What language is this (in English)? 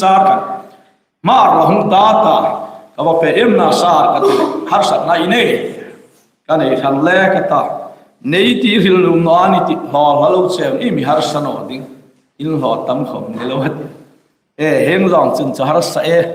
Hmar